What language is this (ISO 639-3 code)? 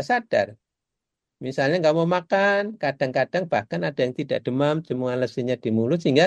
ind